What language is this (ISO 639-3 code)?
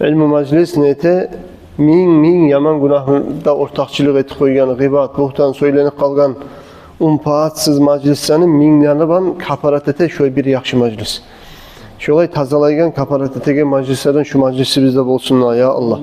kum